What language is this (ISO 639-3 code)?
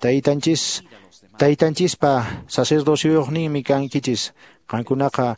que